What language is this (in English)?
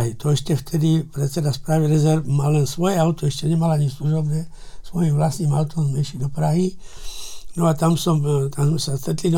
Slovak